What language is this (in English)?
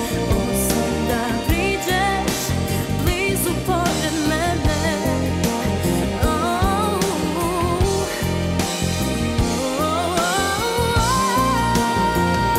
Serbian